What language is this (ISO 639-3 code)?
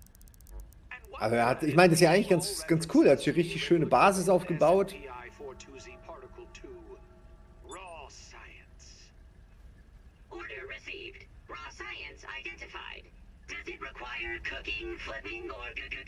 deu